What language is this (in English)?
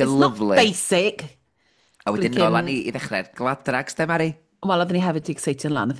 Welsh